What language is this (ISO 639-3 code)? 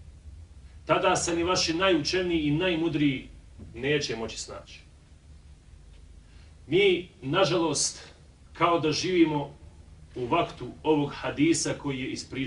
bos